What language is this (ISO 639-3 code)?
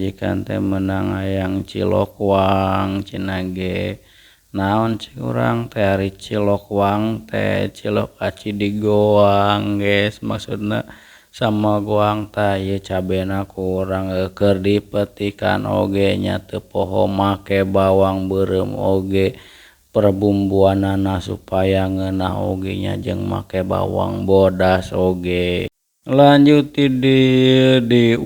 sun